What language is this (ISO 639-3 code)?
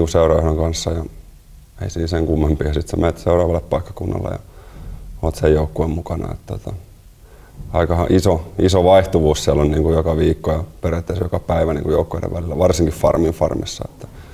fin